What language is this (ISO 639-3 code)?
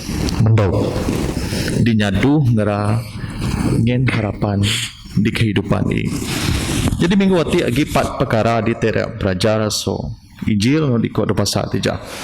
bth